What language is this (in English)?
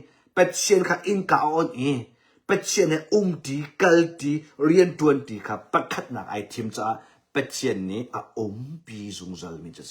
Hakha Chin